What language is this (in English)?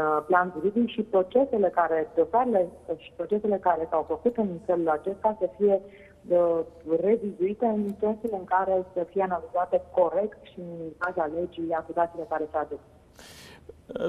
Romanian